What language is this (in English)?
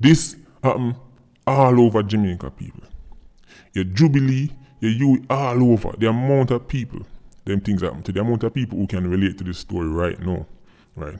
Jamaican Creole English